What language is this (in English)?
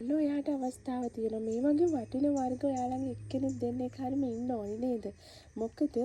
Sinhala